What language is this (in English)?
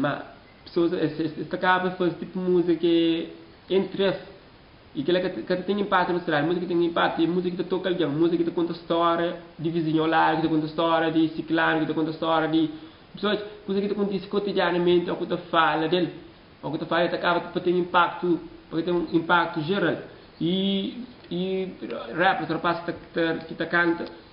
Kabuverdianu